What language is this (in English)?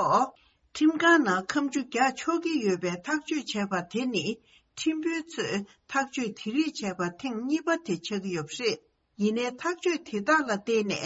Tibetan